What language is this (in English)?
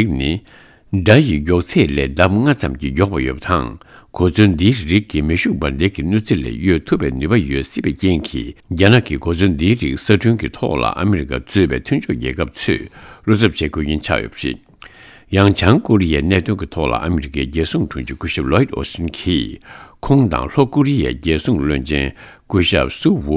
Tibetan